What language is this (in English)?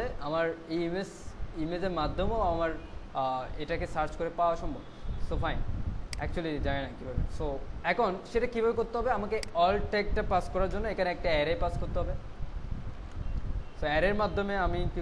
Bangla